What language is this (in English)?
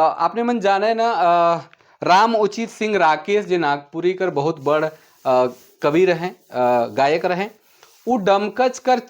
Sadri